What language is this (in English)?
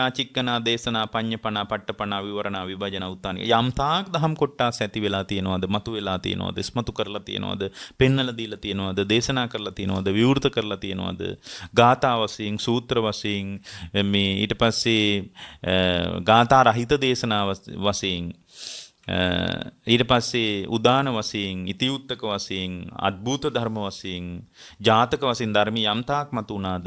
Sinhala